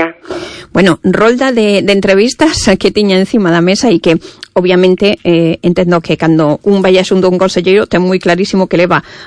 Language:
Galician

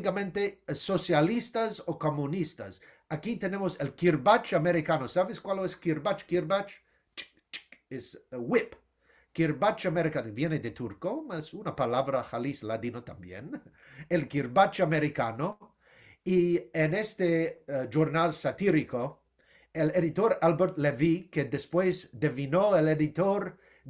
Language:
Ladino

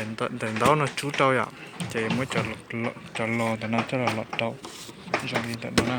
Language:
Hmong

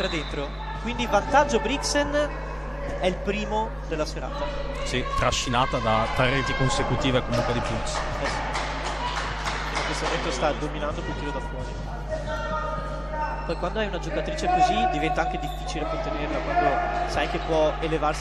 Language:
Italian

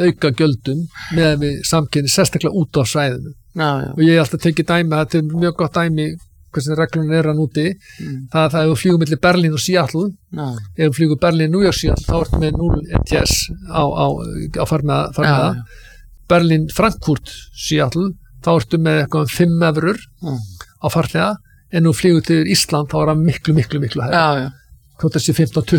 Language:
Icelandic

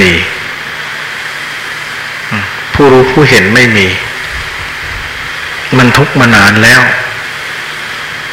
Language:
Thai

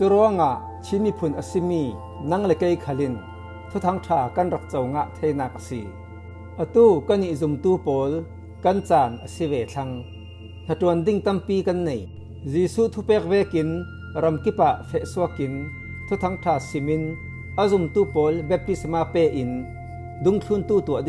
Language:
Falam Chin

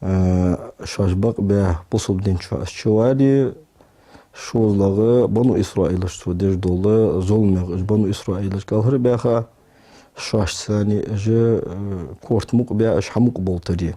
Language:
Ingush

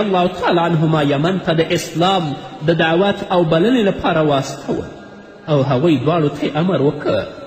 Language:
Pashto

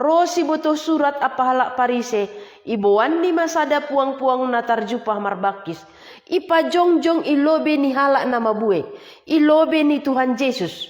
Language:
Batak Simalungun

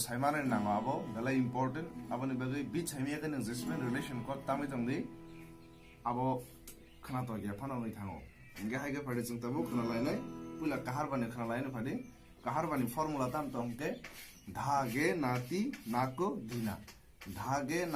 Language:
Kok Borok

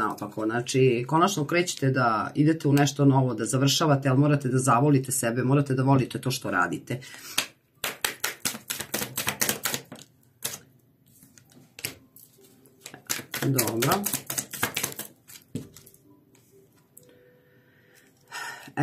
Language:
Serbian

